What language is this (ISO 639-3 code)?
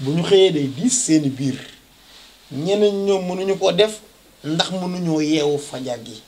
wol